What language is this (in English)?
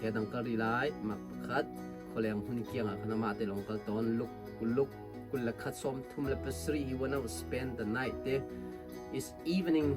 Hakha Chin